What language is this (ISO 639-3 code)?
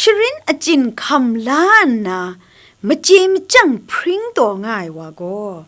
kac